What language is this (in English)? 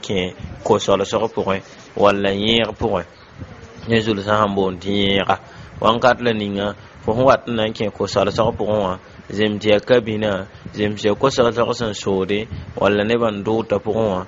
Mossi